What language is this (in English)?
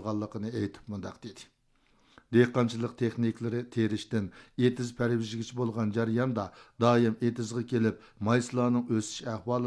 Uyghur